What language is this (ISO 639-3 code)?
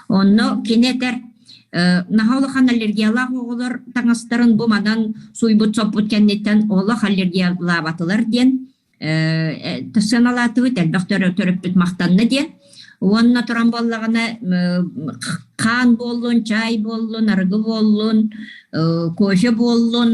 sah